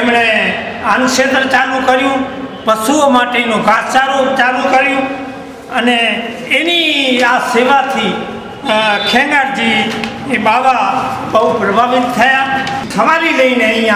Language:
Gujarati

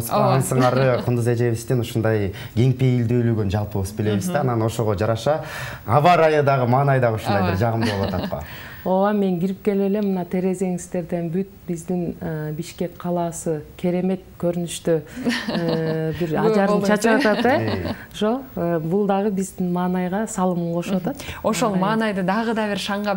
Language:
Kyrgyz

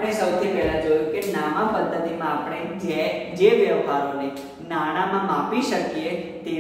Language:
Gujarati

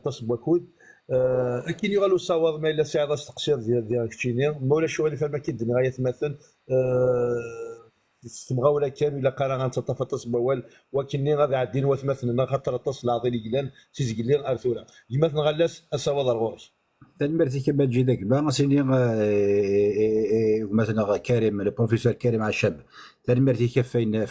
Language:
Kabyle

